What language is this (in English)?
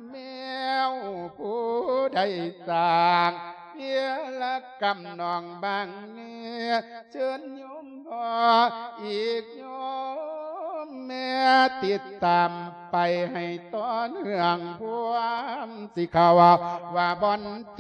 Lao